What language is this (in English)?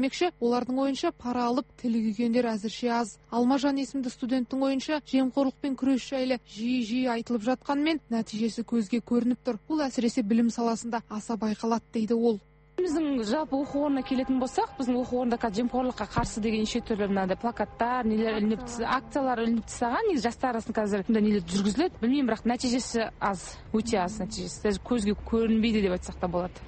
Kazakh